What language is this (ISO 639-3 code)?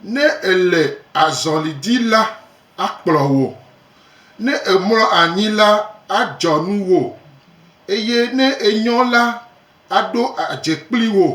gej